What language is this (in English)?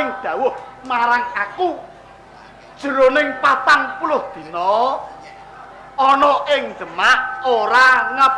Javanese